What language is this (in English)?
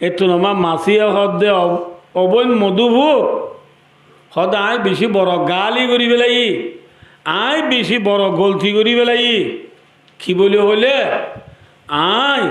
Rohingya